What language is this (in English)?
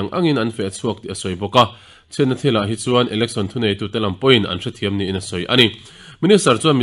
Mizo